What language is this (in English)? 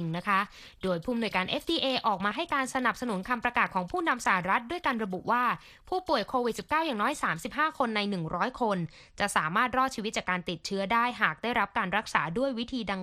Thai